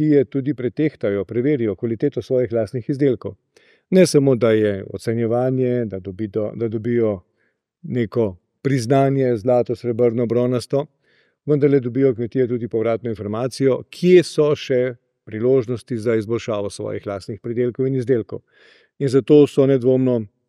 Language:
Slovenian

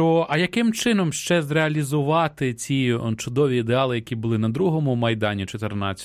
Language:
Ukrainian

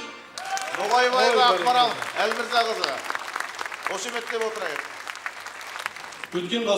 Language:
Kazakh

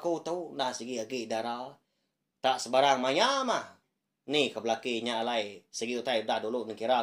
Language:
Iban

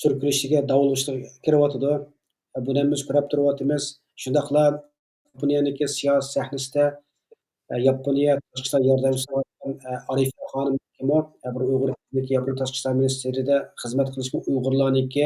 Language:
Uyghur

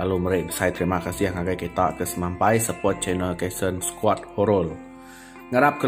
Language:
Iban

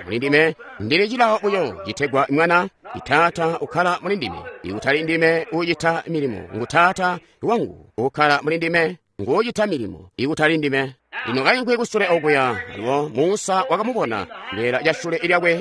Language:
Tonga (Zambia)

